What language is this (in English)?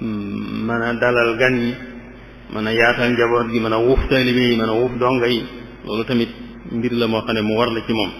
Wolof